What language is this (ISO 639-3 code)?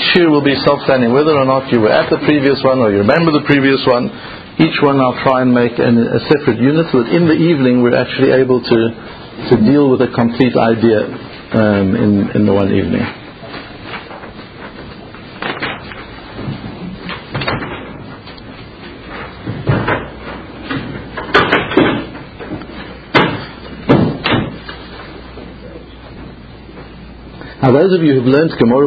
eng